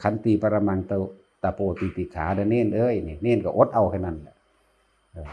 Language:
Northeastern Thai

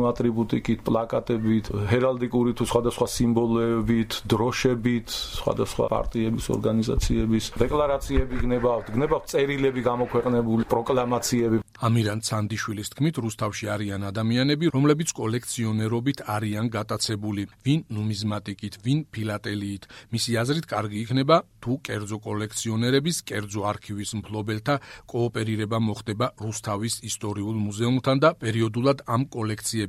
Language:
Georgian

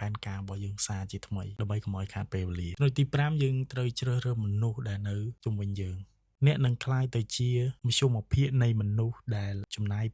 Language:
Khmer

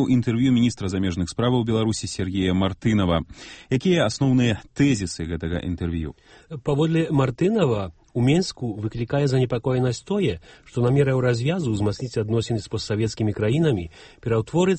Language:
Belarusian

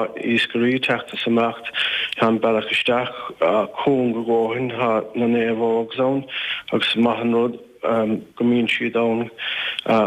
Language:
Irish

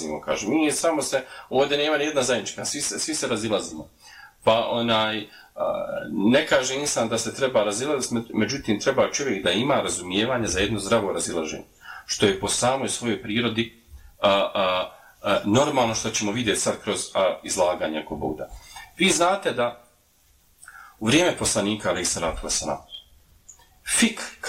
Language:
Bosnian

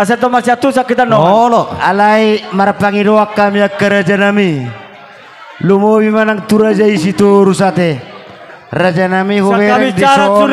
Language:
Batak Toba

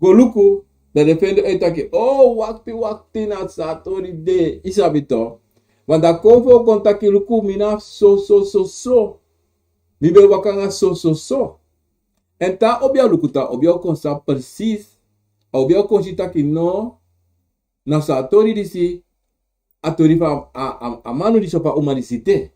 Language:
Sranan Tongo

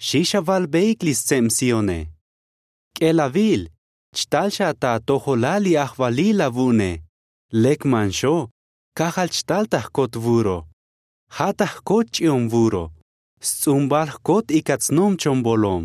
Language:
Tzotzil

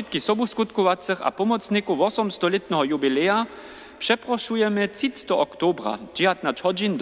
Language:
Upper Sorbian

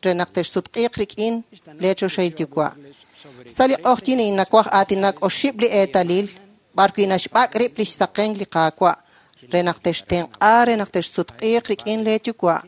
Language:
Kekchí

